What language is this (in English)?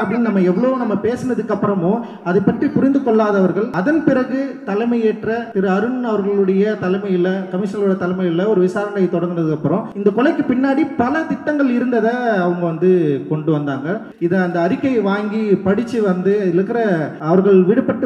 Tamil